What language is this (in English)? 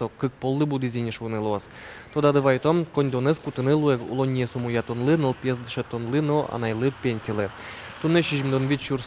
Udmurt